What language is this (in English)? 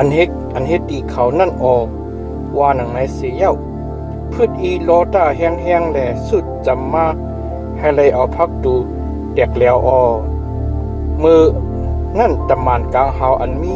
Shan